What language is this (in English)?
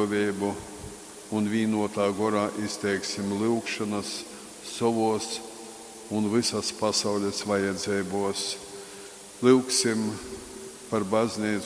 Latgalian